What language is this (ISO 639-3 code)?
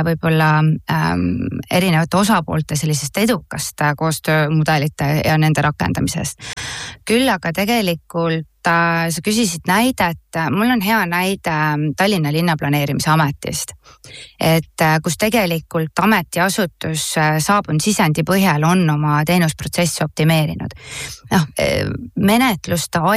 est